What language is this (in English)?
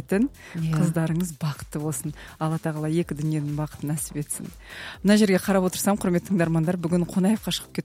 Kazakh